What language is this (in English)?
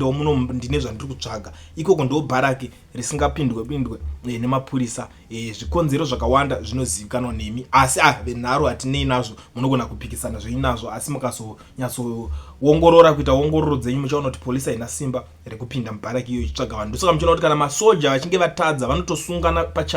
Shona